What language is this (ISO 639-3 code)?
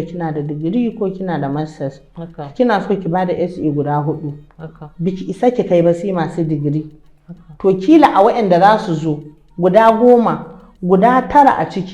hau